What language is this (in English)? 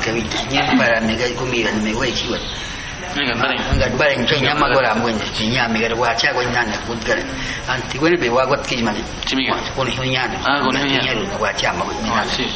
Awa-Cuaiquer